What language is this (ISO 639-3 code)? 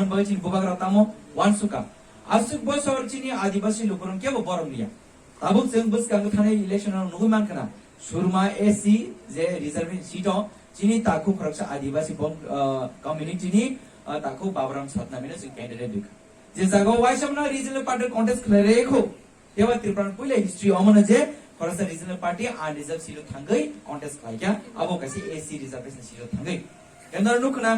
trp